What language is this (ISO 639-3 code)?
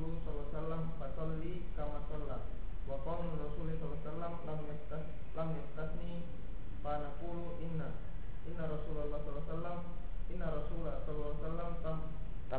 ind